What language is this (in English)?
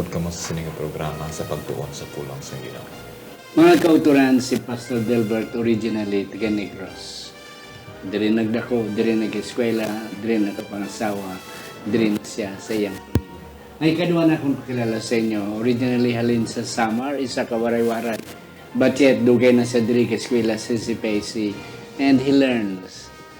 Hiligaynon